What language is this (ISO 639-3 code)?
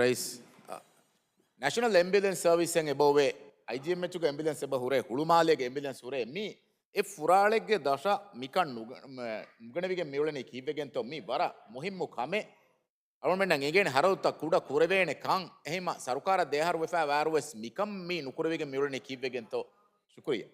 div